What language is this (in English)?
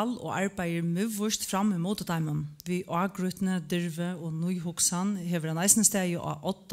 Faroese